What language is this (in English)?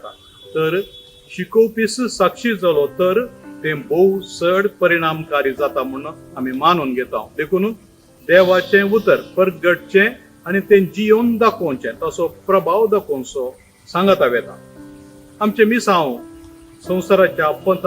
Konkani